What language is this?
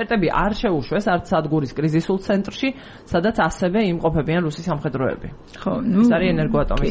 Georgian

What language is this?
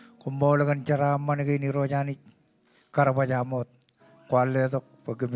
Marshallese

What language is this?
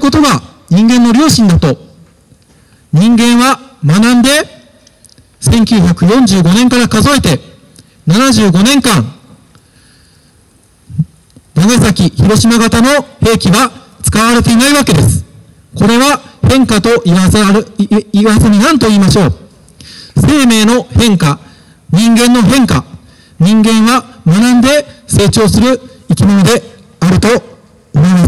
Japanese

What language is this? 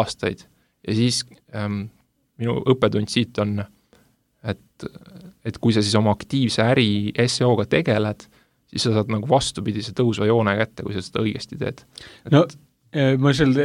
Estonian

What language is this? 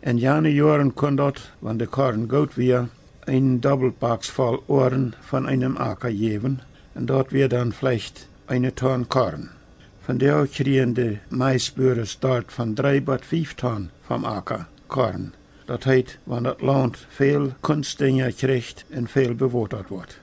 Plautdietsch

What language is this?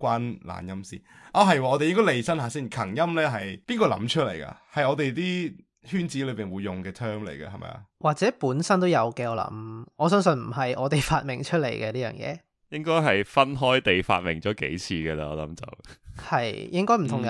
Cantonese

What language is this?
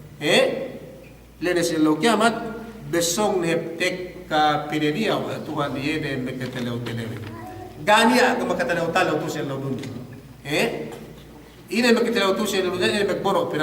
Yakan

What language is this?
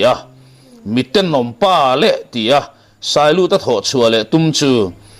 Mizo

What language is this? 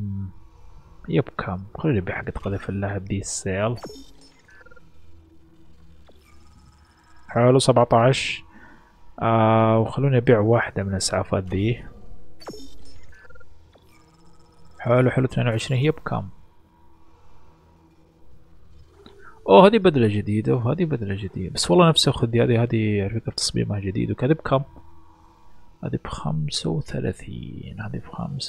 Arabic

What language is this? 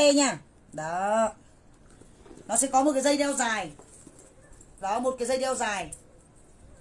Vietnamese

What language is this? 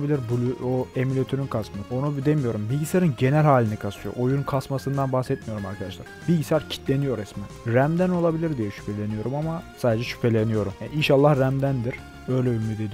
Turkish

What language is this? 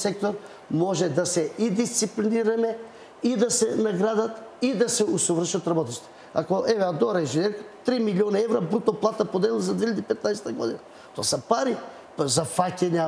Macedonian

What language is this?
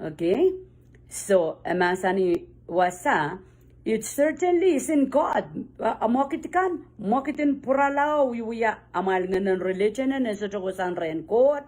Pohnpeian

